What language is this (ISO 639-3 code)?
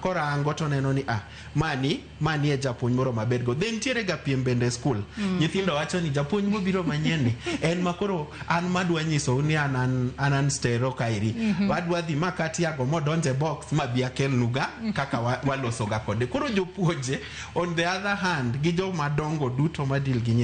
luo